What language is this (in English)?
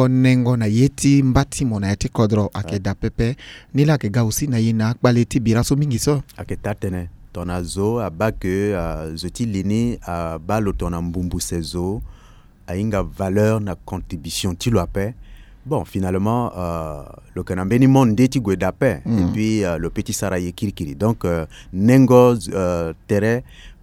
Sango